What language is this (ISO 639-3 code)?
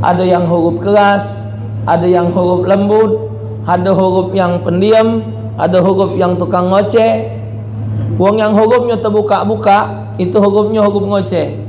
mui